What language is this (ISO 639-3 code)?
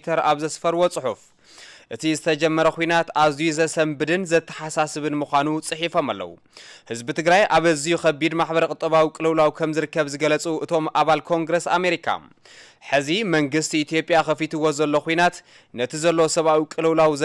tir